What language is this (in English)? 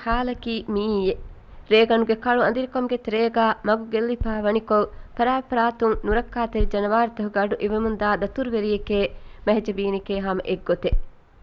Divehi